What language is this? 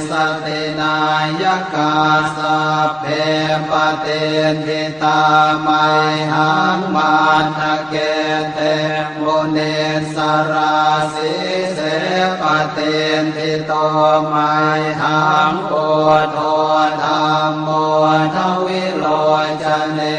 Pali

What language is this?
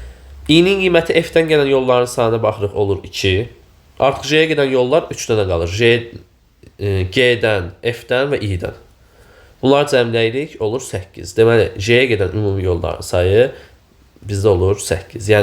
Azerbaijani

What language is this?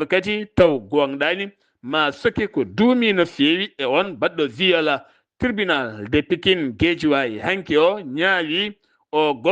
Fula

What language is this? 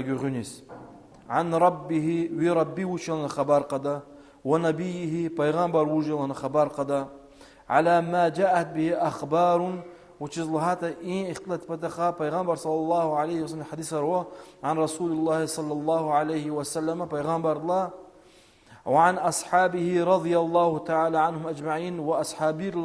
Lezghian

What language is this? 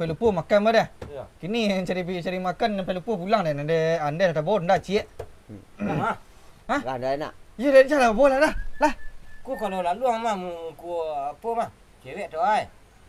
Minangkabau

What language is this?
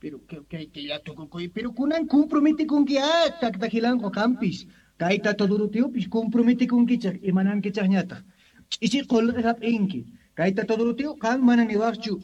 Quechua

